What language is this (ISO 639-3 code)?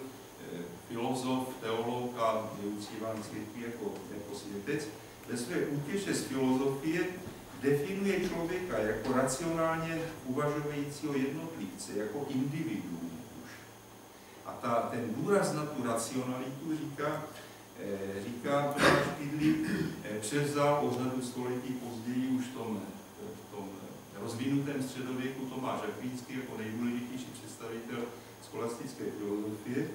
ces